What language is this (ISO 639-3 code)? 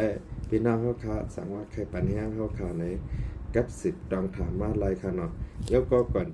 shn